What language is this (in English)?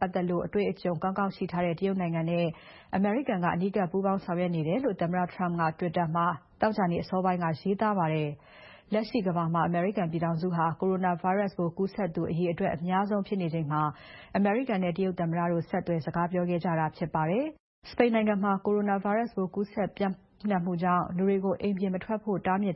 Burmese